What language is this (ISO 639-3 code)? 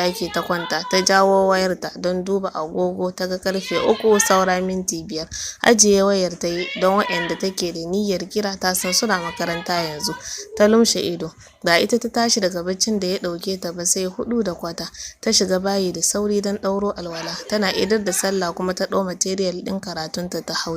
hau